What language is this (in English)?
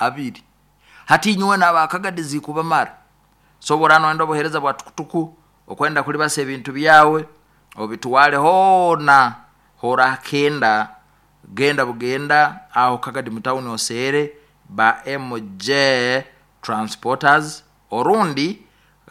Nyoro